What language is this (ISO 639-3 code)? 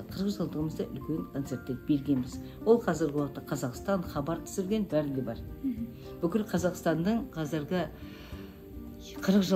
kaz